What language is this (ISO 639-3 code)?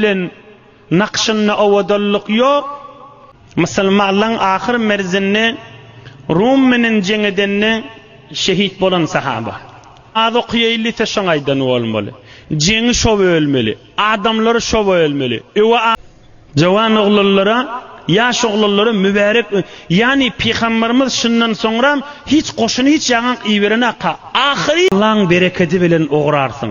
tuk